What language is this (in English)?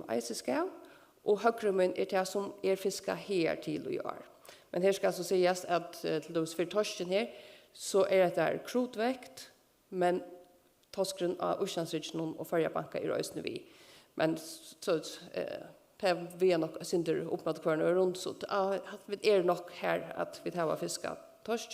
Faroese